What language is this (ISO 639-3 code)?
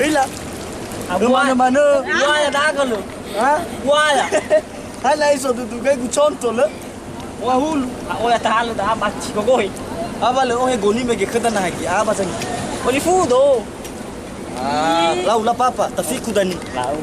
nia